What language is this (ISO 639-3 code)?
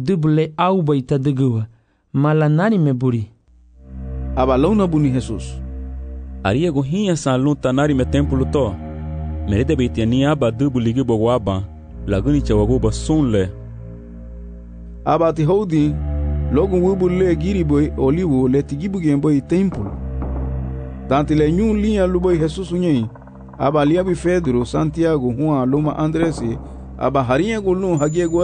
cab